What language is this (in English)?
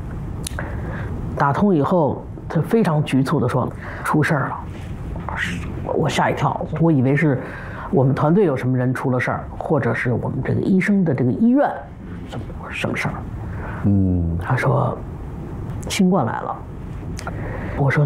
Chinese